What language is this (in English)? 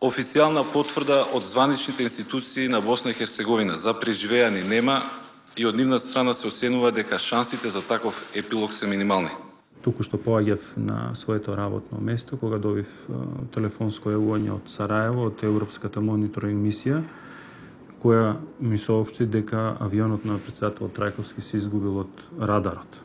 Macedonian